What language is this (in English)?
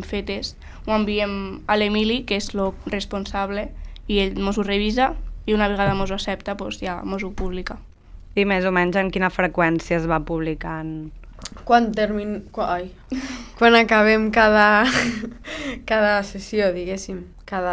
Catalan